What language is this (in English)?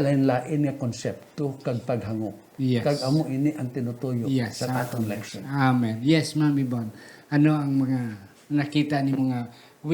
Hiligaynon